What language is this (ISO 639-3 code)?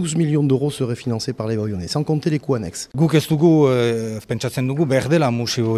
eus